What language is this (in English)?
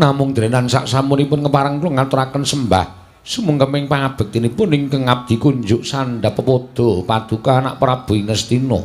Javanese